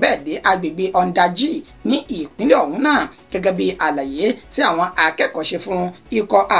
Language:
Yoruba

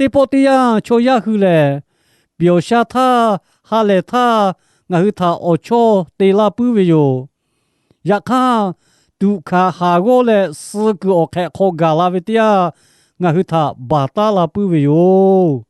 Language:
Lahu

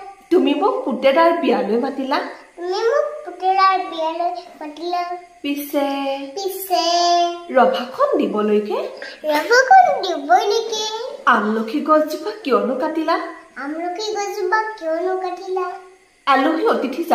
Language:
Assamese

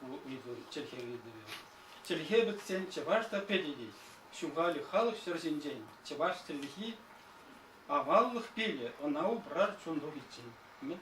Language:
Chuvash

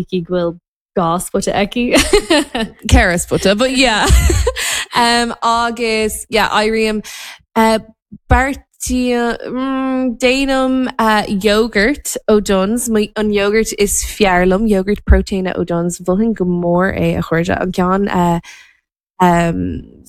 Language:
Irish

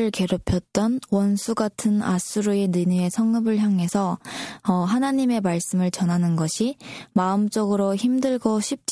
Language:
Korean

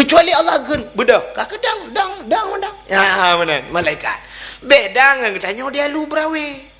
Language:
Achinese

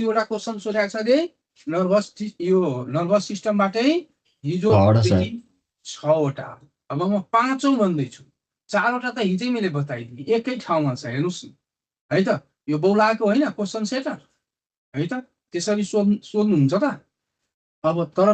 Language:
Nepali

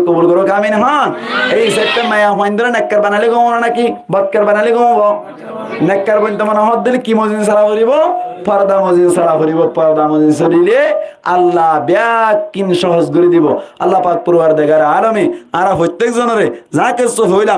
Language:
Rohingya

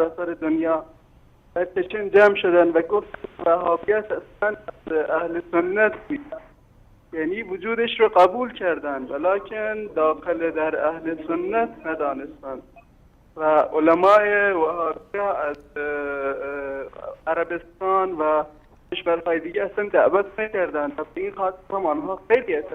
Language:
Persian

